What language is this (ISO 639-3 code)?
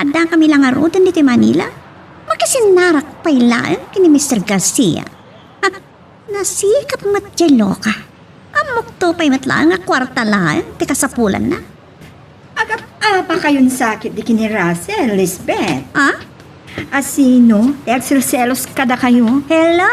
ilo